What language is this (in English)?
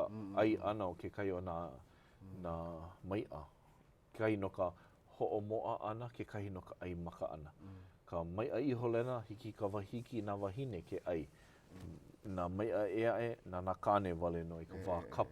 Hawaiian